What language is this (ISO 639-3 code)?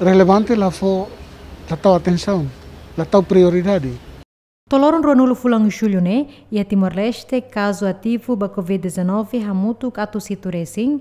tet